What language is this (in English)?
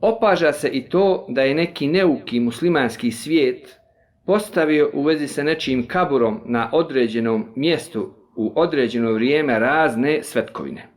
Bosnian